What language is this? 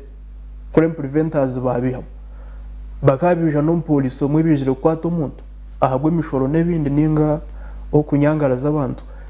Nyankole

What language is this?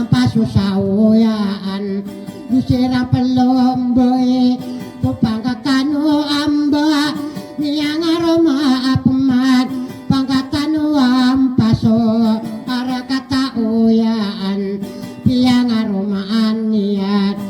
Maranao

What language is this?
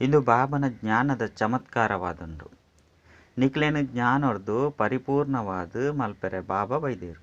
Tulu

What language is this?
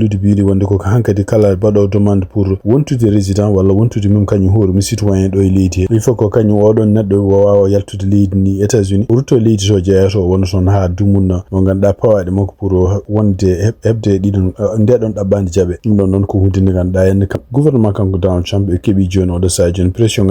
Fula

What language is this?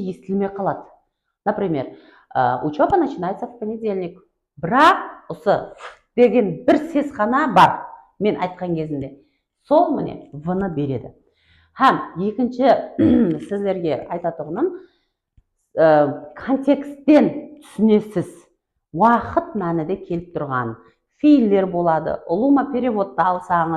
Kara-Kalpak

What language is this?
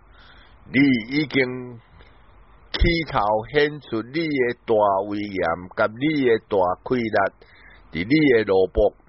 Min Nan Chinese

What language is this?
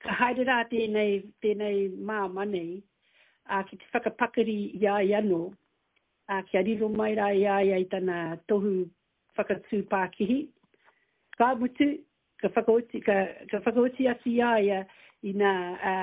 Māori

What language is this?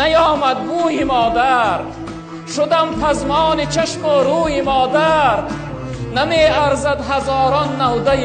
Tajik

